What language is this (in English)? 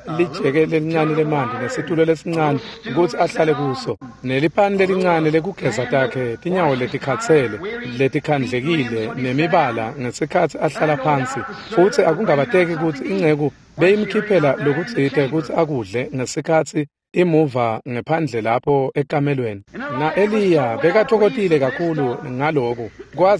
Swati